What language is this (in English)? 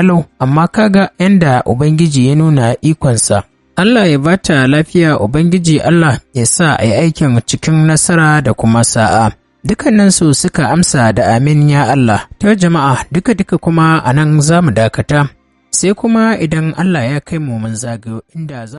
Hausa